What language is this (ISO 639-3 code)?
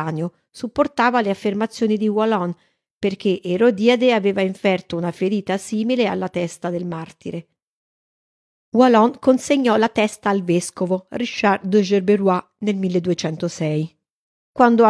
ita